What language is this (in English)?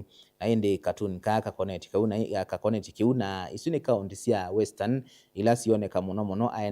Kamba